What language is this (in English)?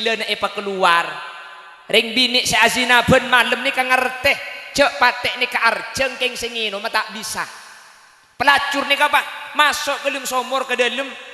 Madurese